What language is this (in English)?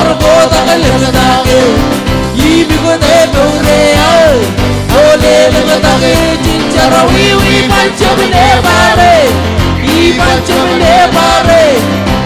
Marshallese